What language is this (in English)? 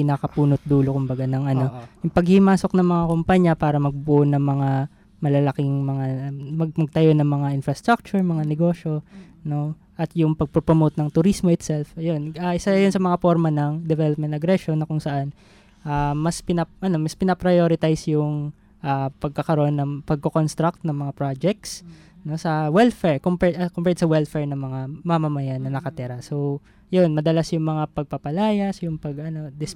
Filipino